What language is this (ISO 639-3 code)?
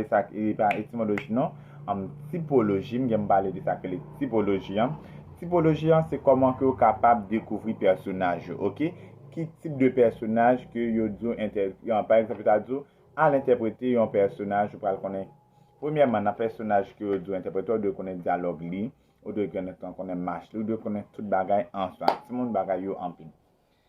hat